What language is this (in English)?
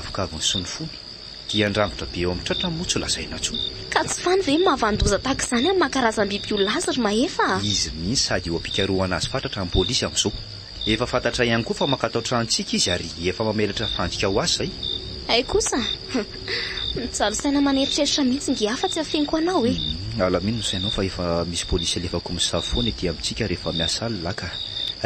Malagasy